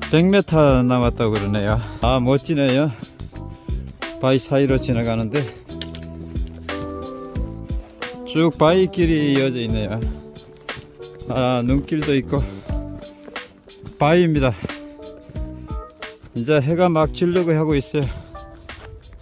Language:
Korean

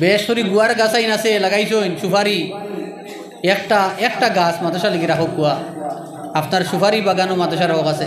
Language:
Sylheti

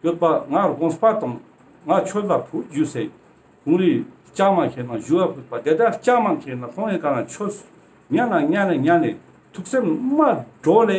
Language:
Ladakhi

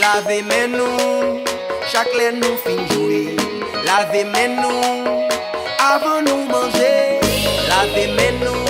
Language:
Haitian Creole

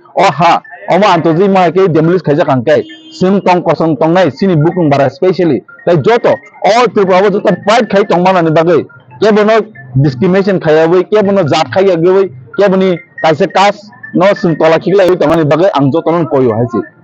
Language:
Kok Borok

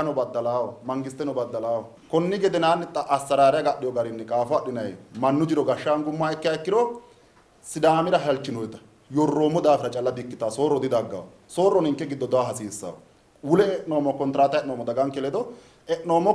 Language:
Sidamo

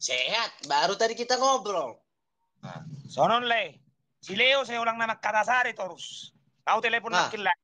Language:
Batak Toba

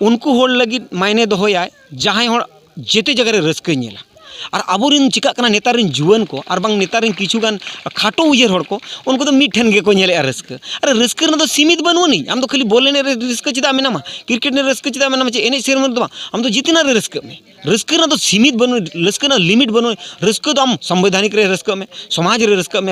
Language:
Santali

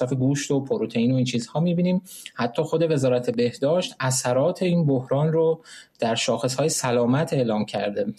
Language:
Persian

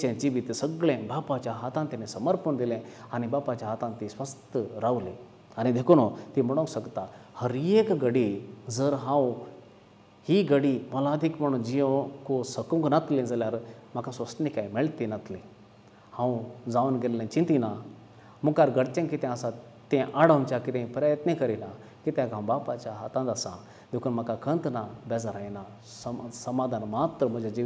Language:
Konkani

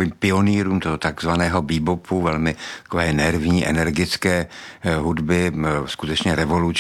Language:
Czech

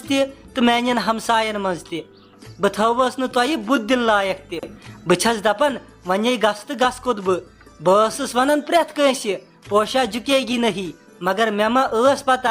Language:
Kashmiri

